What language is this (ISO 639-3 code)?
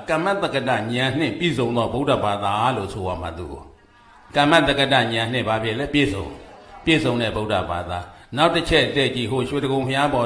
mya